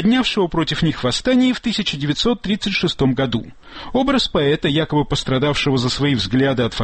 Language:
Russian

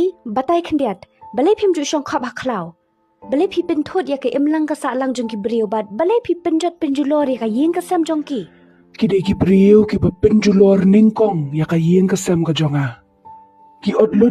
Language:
Khasi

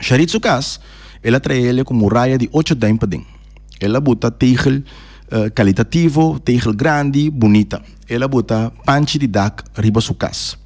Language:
Papiamento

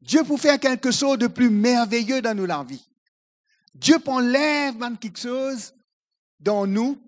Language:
Morisyen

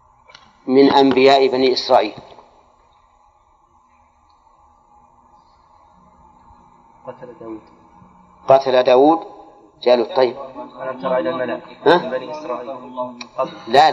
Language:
Arabic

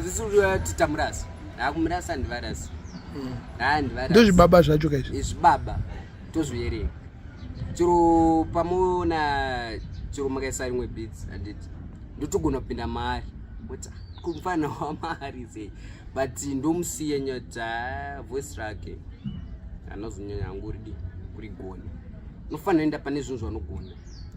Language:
Shona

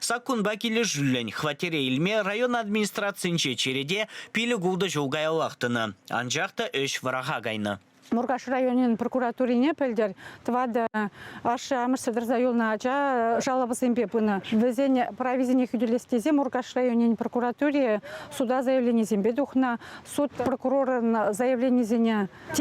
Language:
Chuvash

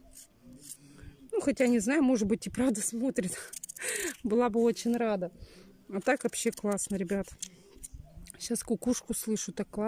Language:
Russian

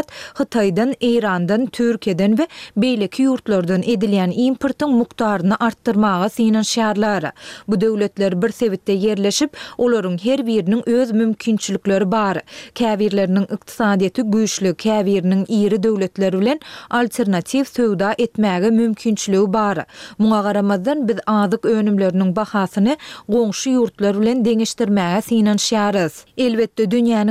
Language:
Turkmen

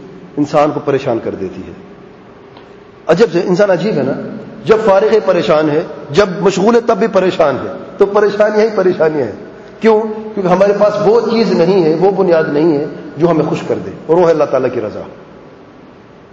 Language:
Urdu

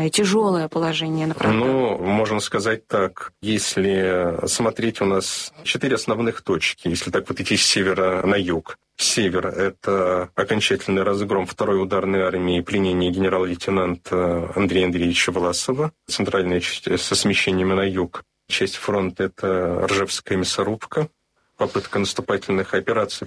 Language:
Russian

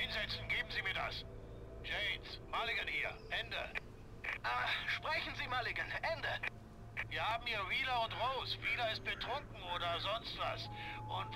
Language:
Bavarian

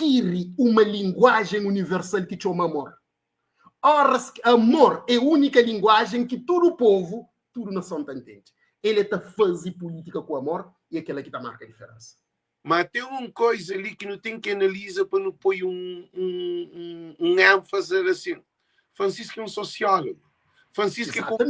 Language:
Kabuverdianu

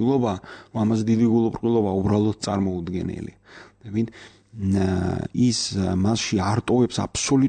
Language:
Georgian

